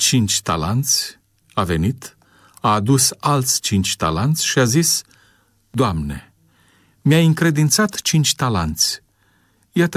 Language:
Romanian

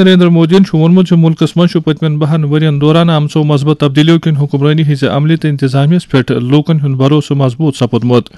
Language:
Kashmiri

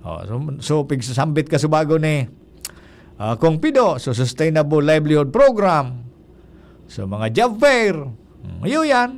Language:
Bikol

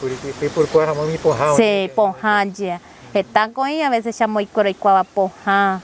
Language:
Guarani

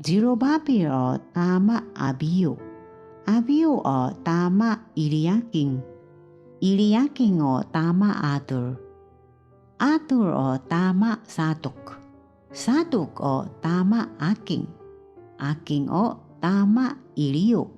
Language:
Taroko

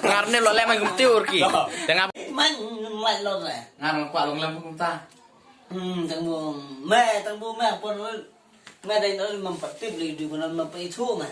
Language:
Khasi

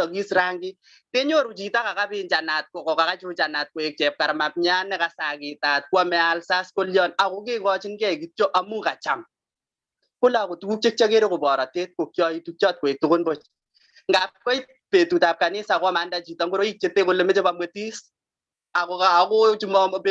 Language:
Kalenjin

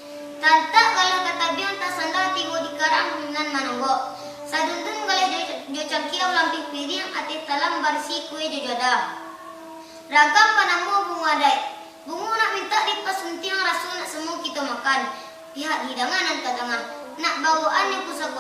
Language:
Minangkabau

